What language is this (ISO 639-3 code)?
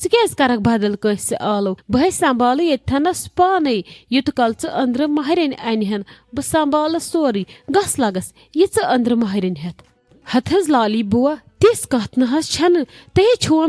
kas